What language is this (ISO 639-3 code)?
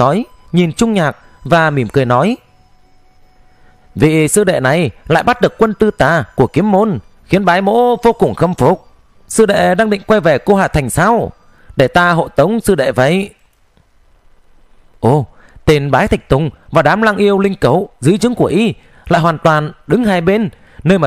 vie